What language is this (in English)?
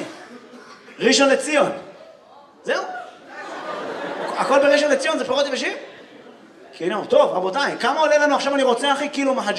Hebrew